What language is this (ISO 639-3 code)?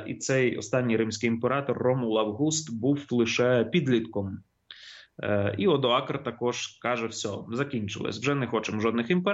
ukr